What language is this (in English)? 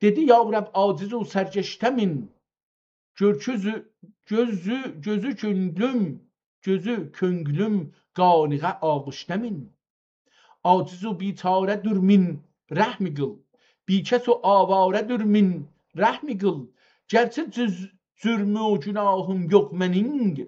South Azerbaijani